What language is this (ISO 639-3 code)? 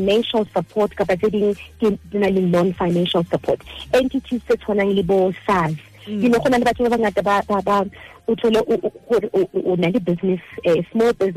sot